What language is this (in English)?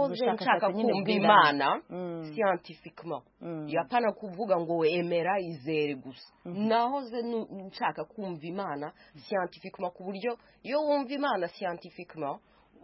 Kinyarwanda